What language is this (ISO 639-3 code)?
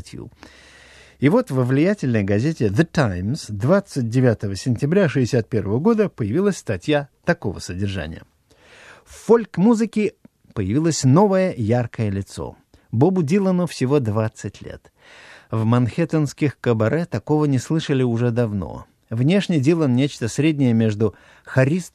rus